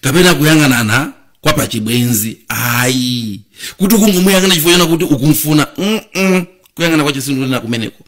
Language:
Nyanja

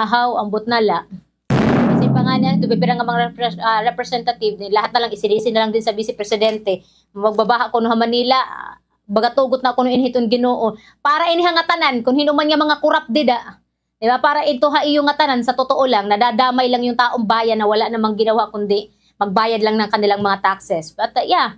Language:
Waray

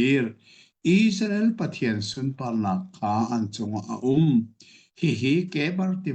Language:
Hakha Chin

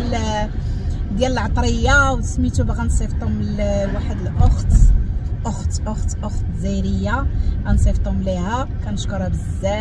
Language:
Moroccan Arabic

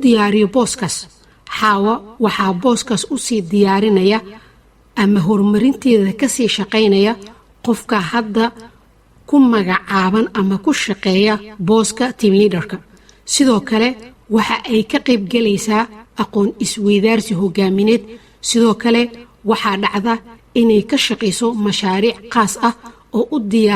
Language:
Somali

